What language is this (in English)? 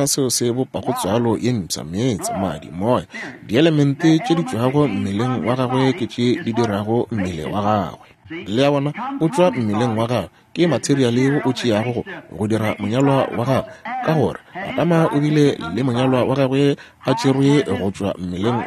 Northern Sotho